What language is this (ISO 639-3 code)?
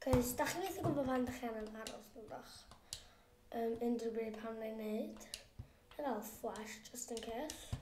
cym